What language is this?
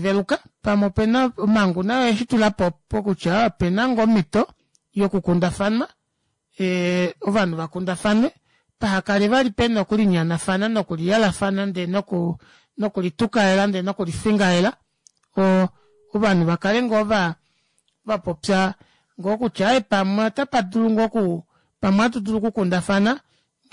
Kuanyama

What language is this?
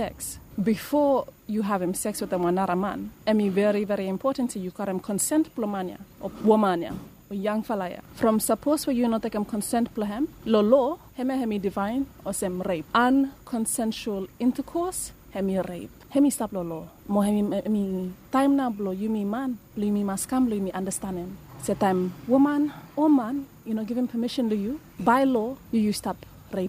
Bislama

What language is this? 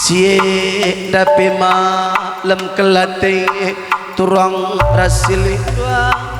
Batak Karo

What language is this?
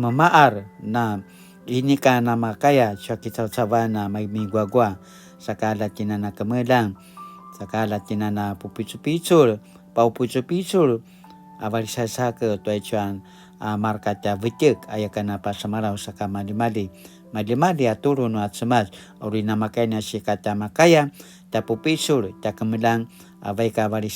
Paiwan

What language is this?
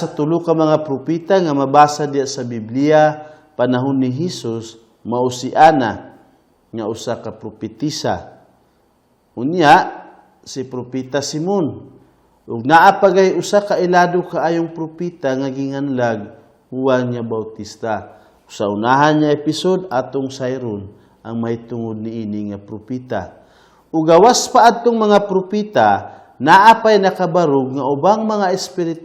Cebuano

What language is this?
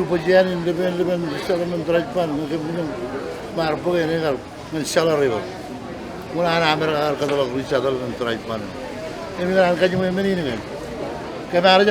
Marshallese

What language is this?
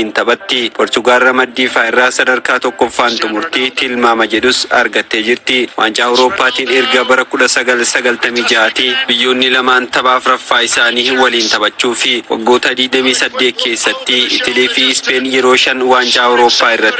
Oromo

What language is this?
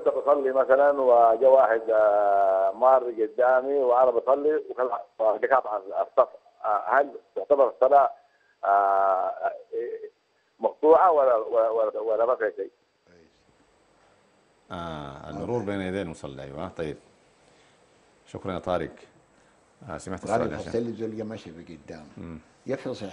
Sudanese Arabic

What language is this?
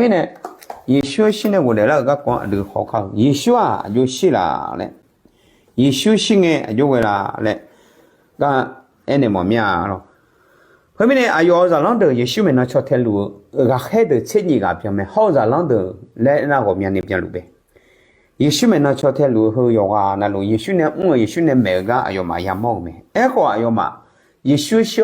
Akha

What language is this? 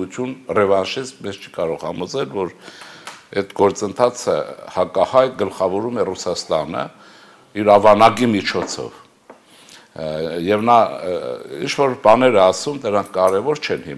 Armenian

